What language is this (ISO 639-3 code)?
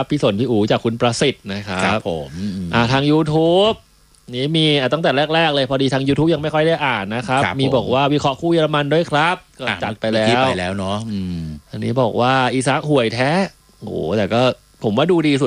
tha